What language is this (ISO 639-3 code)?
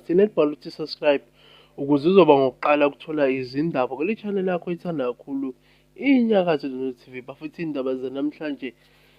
zul